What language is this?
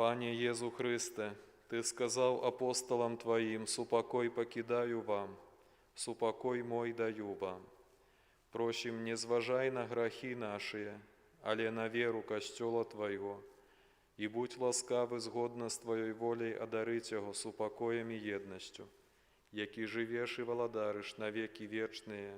Belarusian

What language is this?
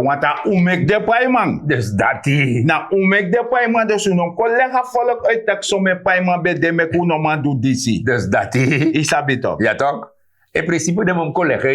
Sranan Tongo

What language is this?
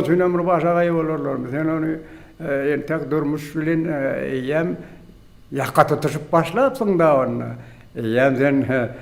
Turkmen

